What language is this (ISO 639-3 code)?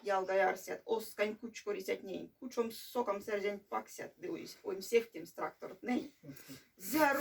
myv